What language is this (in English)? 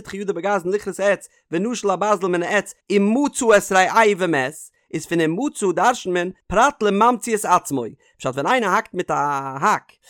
Yiddish